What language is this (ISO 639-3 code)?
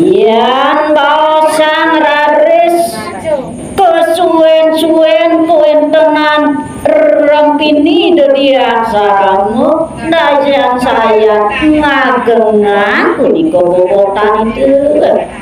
ban